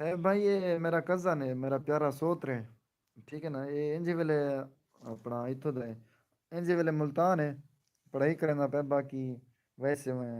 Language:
Saraiki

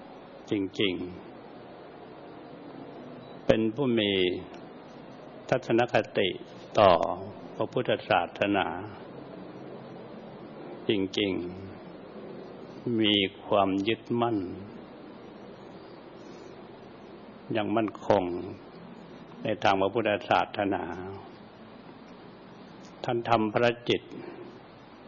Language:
Thai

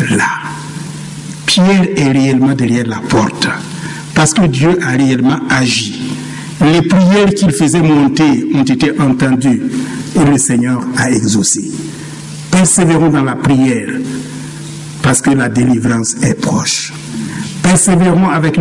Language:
French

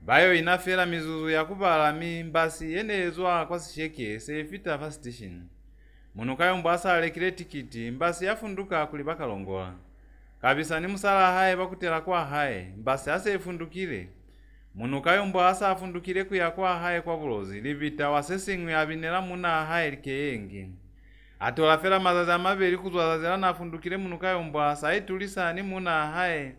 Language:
Lozi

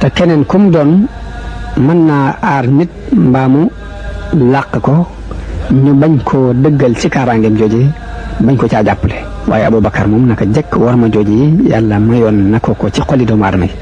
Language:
Wolof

